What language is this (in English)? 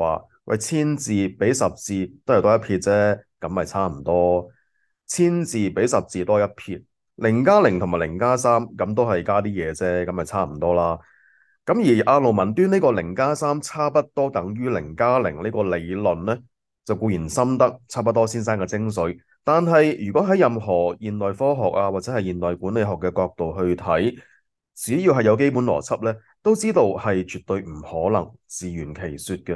Cantonese